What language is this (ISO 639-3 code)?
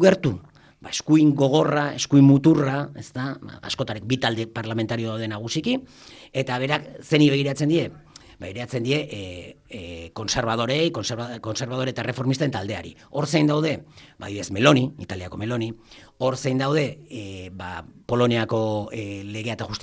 eus